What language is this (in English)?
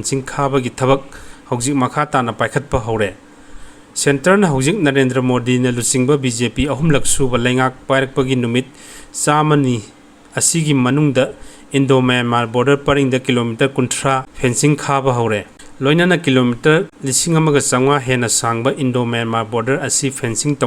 Manipuri